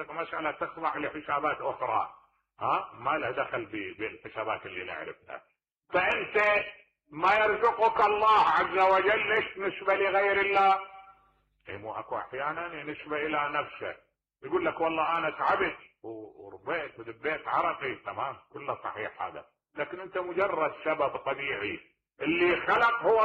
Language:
Mesopotamian Arabic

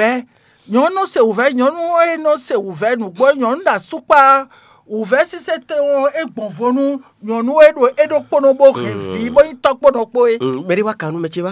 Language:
Fon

